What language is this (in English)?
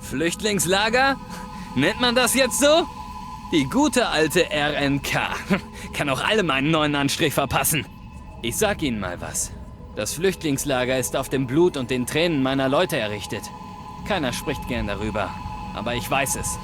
Bavarian